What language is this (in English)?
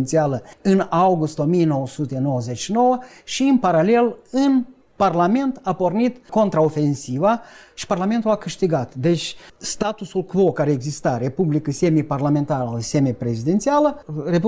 Romanian